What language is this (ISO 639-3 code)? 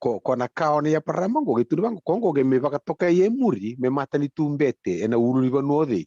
fij